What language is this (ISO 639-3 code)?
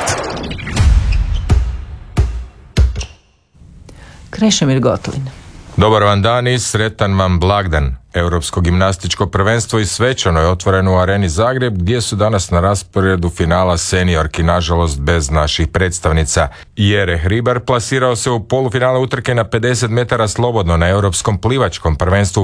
hrv